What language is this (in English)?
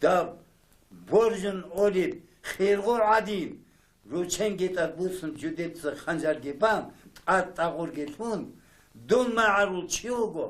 Avaric